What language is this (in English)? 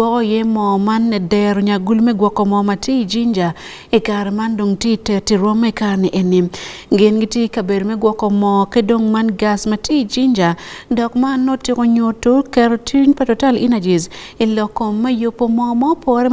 Acoli